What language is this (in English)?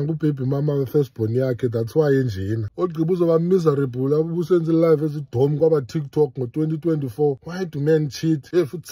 Xhosa